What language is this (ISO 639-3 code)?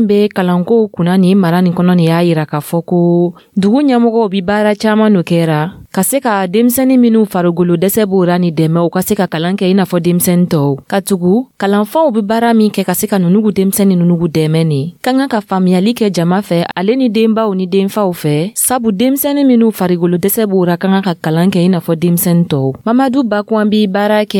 dyu